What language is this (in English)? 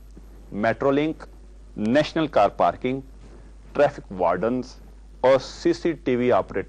Urdu